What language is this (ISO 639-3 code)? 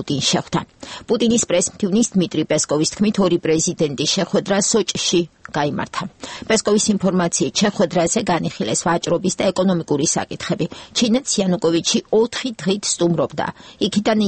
kat